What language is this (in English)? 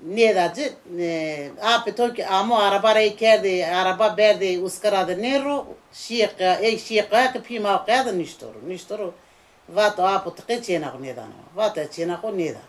Zaza